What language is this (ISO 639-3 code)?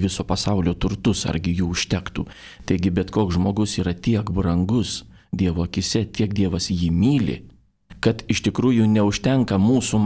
lit